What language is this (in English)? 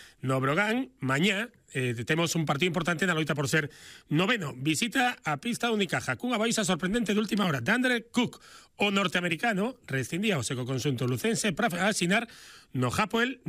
Galician